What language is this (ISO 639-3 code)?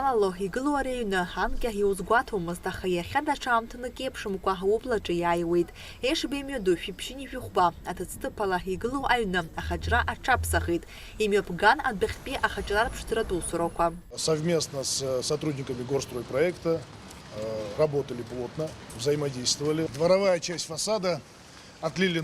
abk